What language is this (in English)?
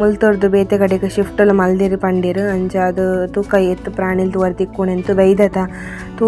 Tulu